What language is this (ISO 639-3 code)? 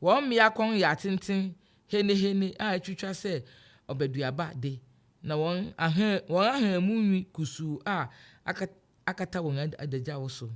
aka